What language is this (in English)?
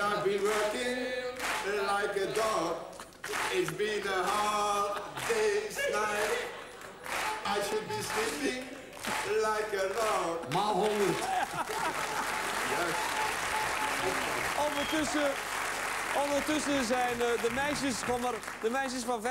Dutch